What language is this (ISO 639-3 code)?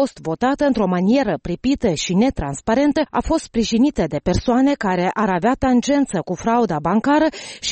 ron